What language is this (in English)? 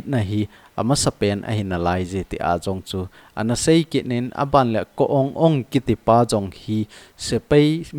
Thado Chin